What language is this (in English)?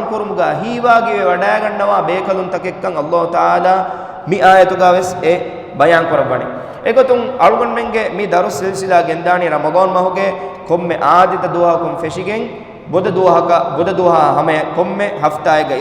Divehi